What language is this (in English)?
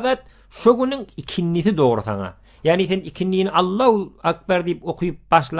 Turkmen